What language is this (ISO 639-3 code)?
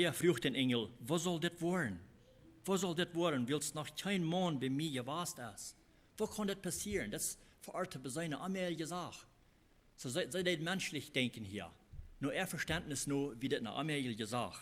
pdt